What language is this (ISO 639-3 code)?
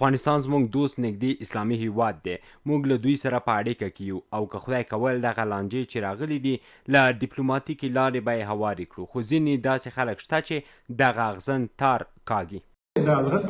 pus